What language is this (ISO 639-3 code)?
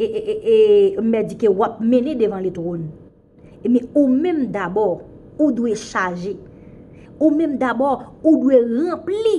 hat